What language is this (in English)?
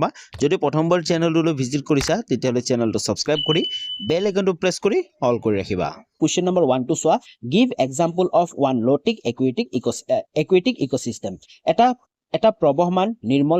Assamese